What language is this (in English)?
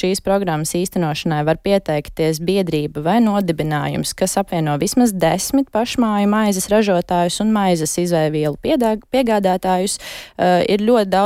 Latvian